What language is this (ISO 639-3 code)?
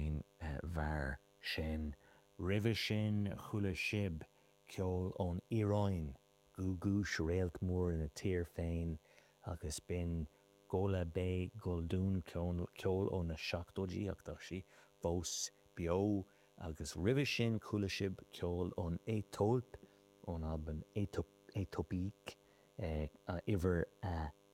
gle